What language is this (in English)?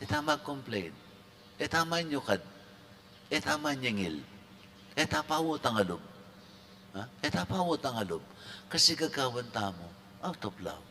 Pampanga